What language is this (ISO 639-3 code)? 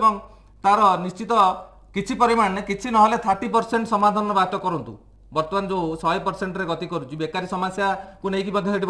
ori